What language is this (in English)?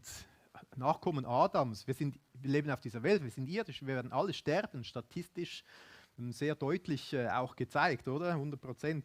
Swiss German